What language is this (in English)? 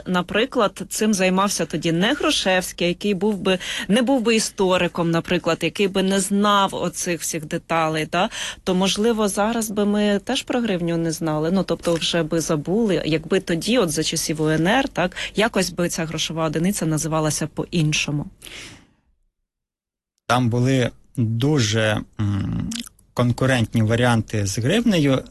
Ukrainian